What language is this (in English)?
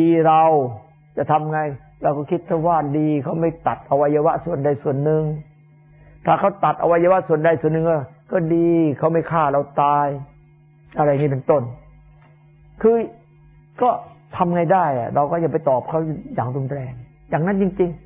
Thai